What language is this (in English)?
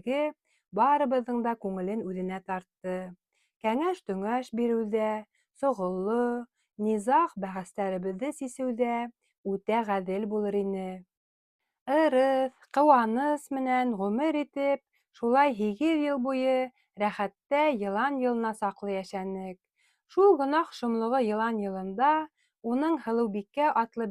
Bashkir